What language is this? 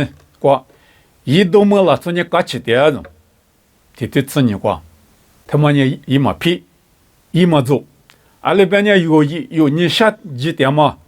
Lisu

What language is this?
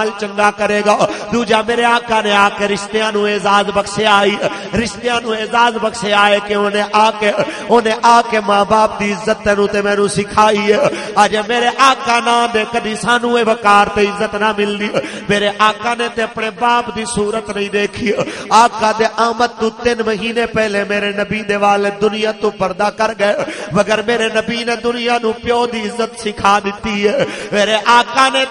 Western Panjabi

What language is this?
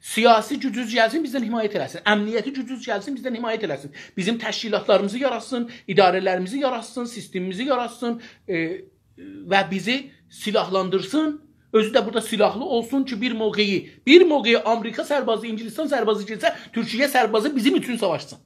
South Azerbaijani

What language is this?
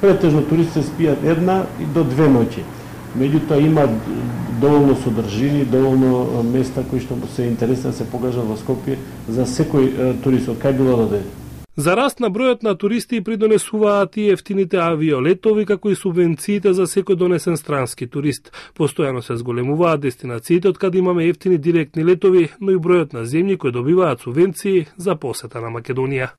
Macedonian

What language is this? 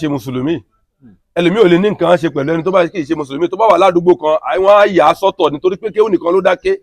Yoruba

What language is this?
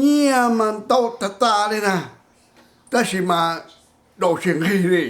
Hmong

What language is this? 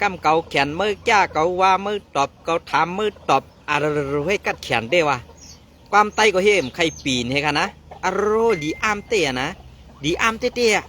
Shan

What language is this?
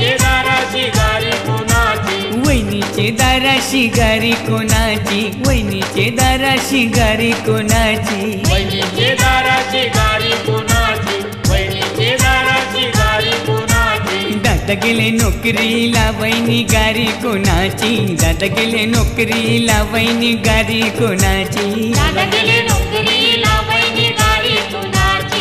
Marathi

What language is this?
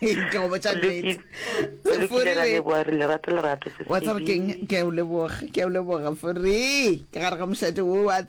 Northern Sotho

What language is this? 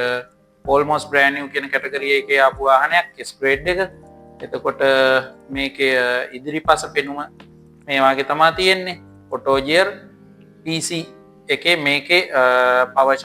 Sinhala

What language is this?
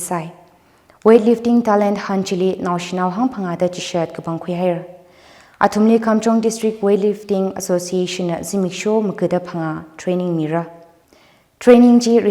Tangkhul Naga (India)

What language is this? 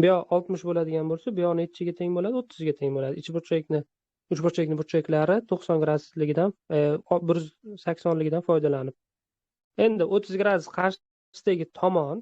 Uzbek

